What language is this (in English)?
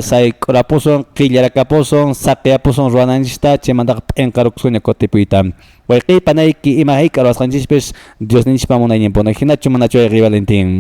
Quechua